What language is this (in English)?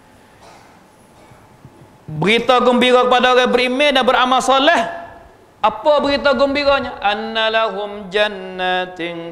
Malay